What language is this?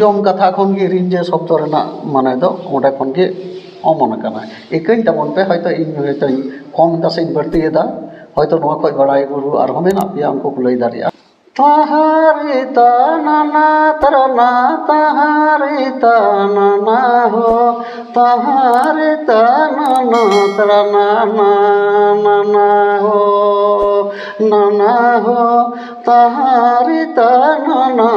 Santali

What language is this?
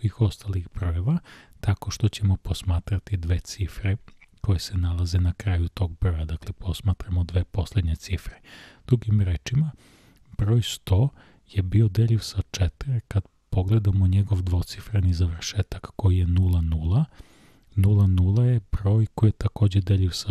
Croatian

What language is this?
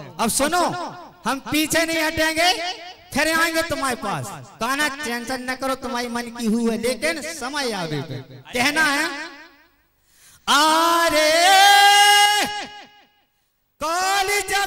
Hindi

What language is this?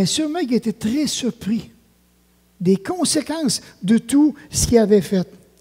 French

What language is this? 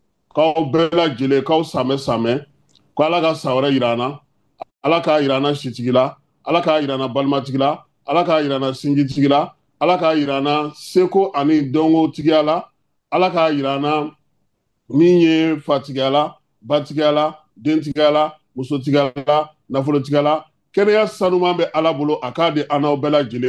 Bambara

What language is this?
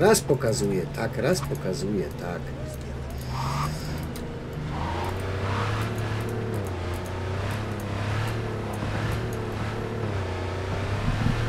Polish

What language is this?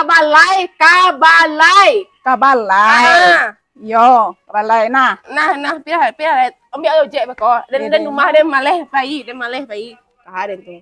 Minangkabau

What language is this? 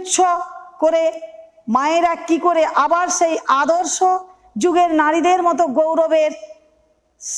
Bangla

